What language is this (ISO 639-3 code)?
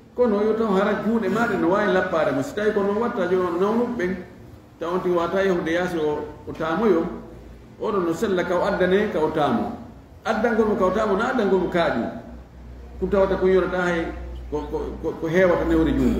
ful